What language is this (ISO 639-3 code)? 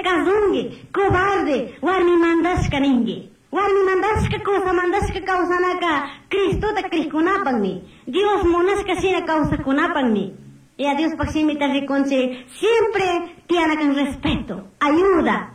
qug